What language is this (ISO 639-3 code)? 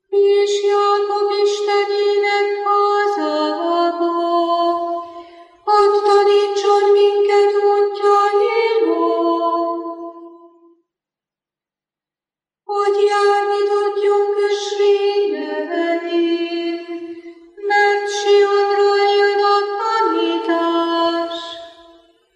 hun